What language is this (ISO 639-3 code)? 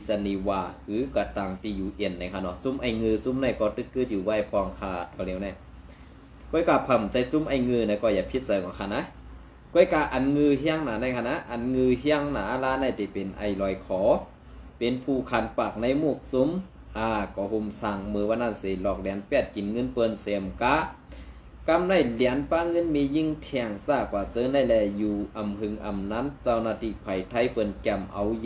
shn